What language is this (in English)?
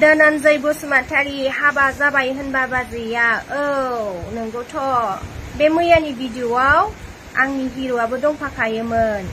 Bodo